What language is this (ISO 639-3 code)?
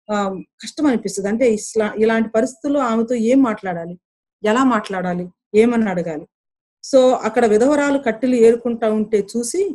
tel